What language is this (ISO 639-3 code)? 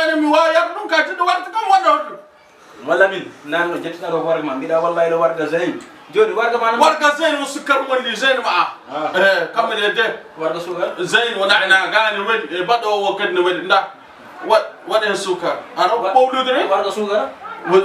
ful